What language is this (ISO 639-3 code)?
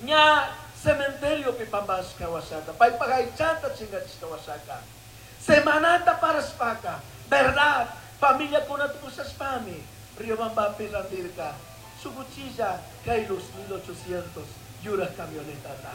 qug